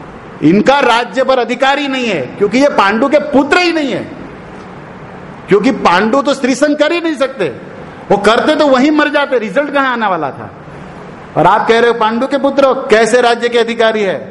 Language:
Hindi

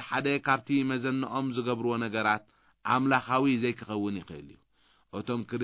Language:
Tigrinya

